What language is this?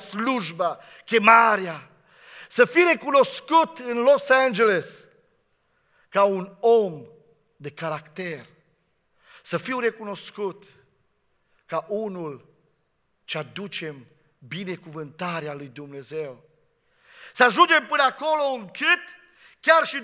Romanian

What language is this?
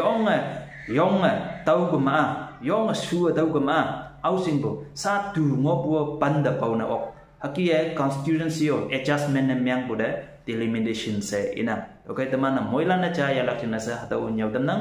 Konyak Naga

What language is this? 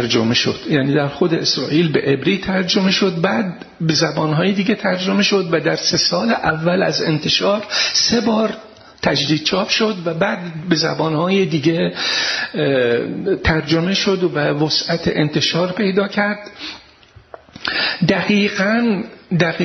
Persian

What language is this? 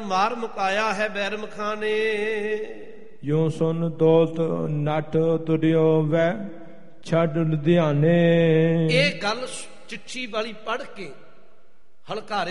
Punjabi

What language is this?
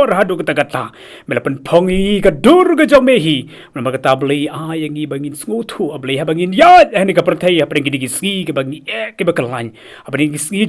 Khasi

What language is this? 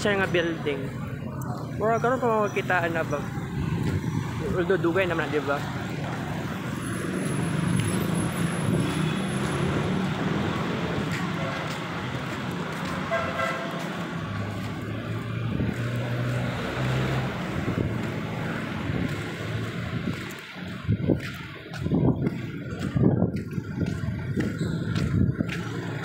Cebuano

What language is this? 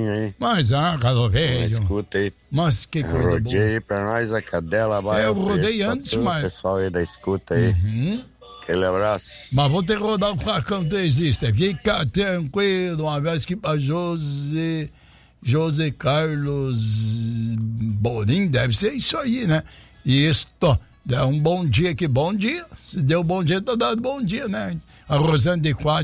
Portuguese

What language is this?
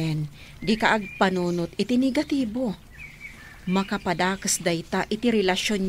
Iloko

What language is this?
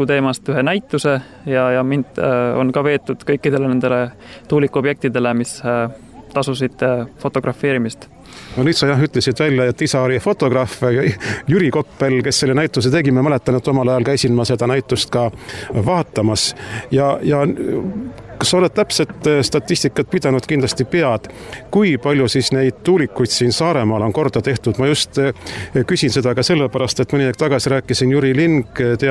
Estonian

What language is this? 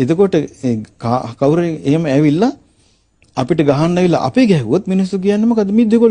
Sinhala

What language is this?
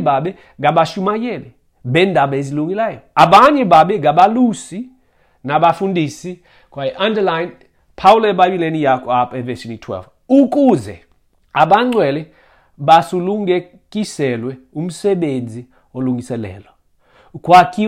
Xhosa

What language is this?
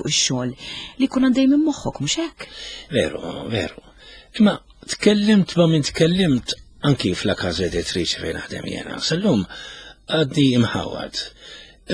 Maltese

